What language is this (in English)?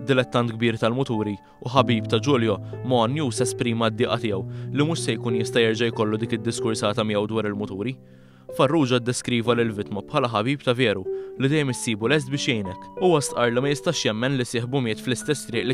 Maltese